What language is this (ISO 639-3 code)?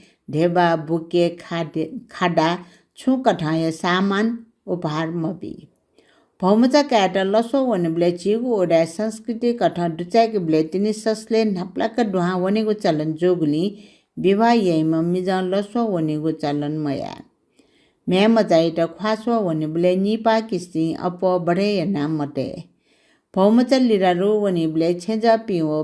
new